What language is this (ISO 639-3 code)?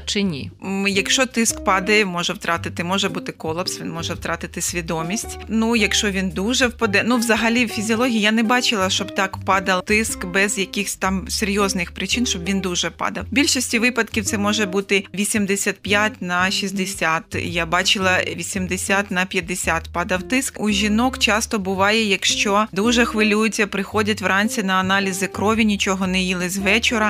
ukr